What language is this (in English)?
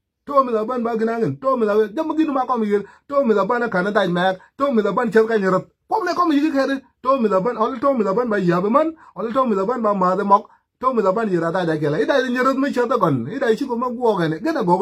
Nuer